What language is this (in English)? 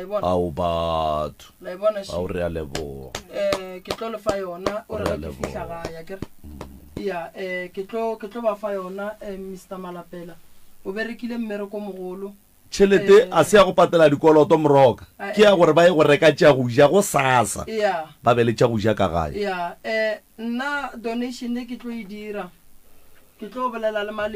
Northern Sotho